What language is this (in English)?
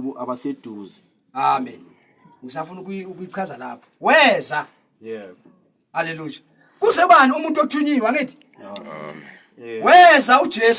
Zulu